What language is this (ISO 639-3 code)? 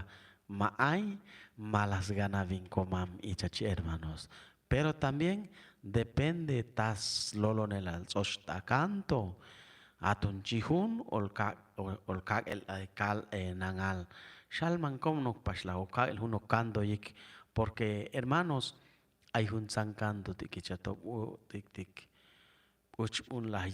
cac